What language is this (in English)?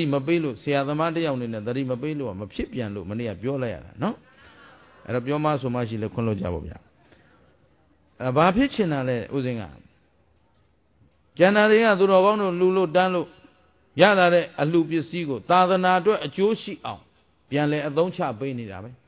Burmese